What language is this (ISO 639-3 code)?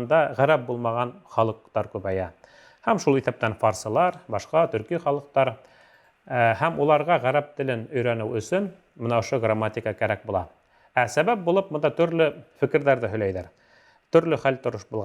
bak